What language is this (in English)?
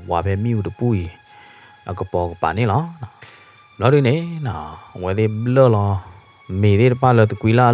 S'gaw Karen